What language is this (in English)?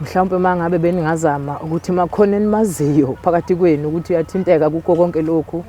Zulu